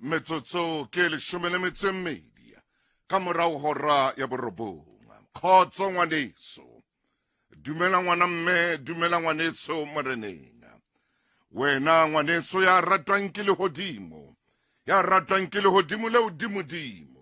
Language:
Southern Sotho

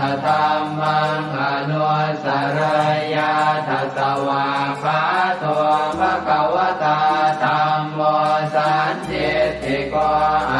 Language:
Pali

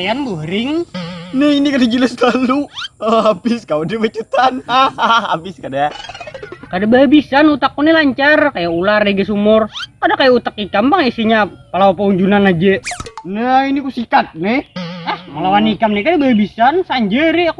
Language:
Banjar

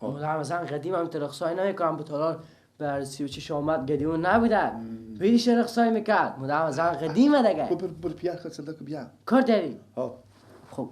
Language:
Persian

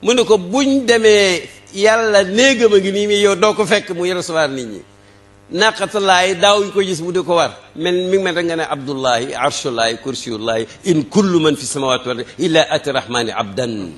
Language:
Wolof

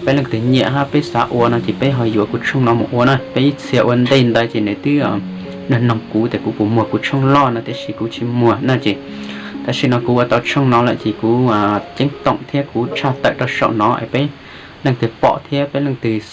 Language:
Hmong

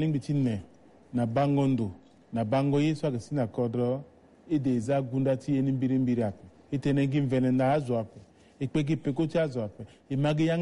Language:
Sango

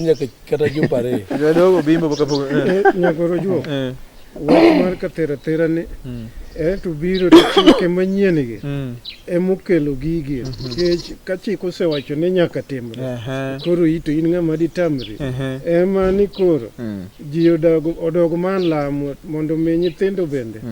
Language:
Luo (Kenya and Tanzania)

